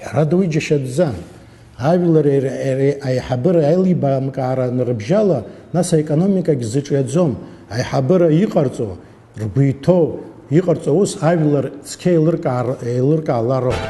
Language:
Abkhazian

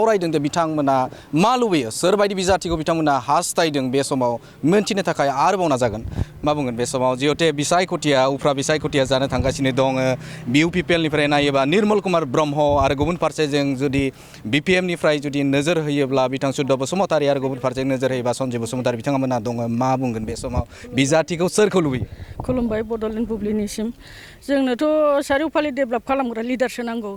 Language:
Bodo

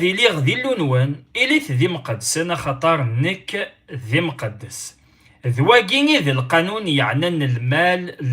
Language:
Kabyle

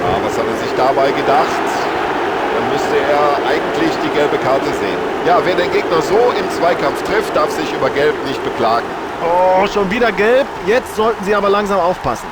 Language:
Bavarian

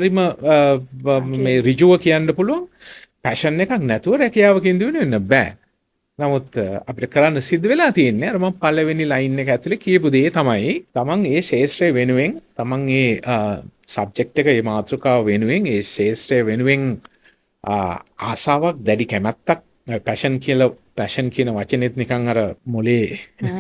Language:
Sinhala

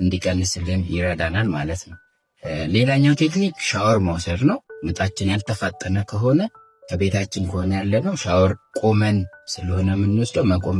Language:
Amharic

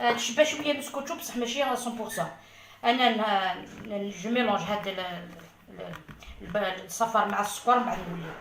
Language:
Algerian Arabic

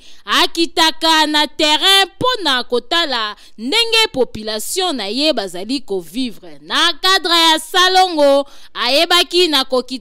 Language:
Lingala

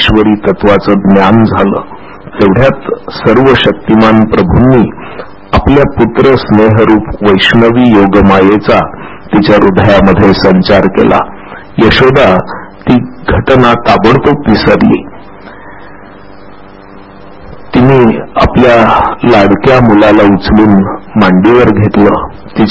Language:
Marathi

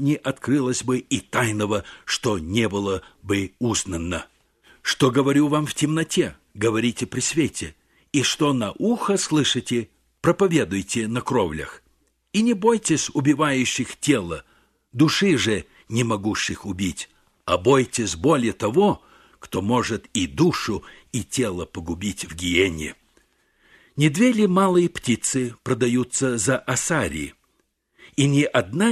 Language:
Russian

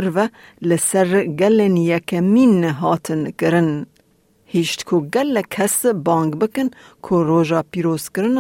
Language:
Kurdish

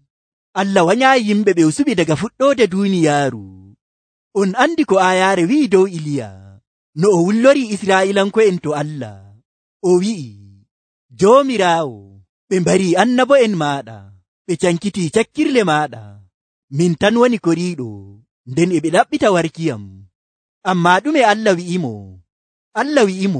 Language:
Nigerian Fulfulde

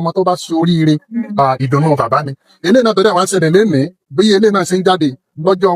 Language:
Yoruba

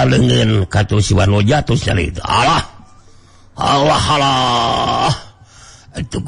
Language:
Sundanese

